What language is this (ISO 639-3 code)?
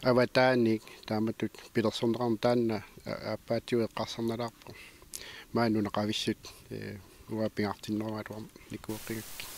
kal